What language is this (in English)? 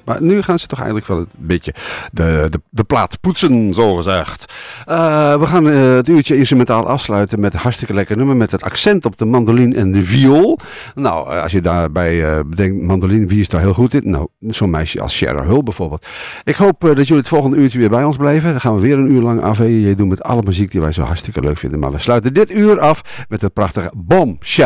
Dutch